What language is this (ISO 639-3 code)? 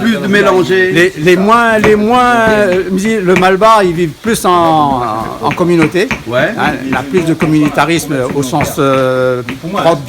rcf